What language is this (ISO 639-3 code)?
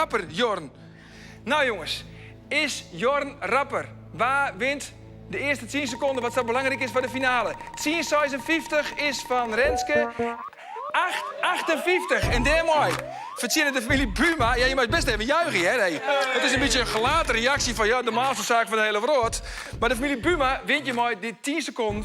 fry